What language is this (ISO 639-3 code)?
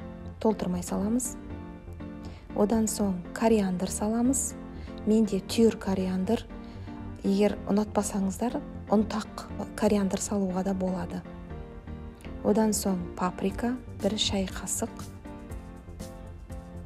kaz